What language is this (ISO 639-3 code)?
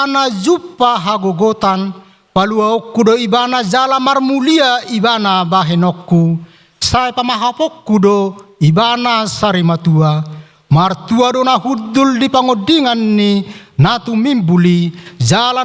bbc